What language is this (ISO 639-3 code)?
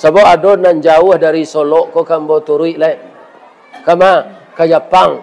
min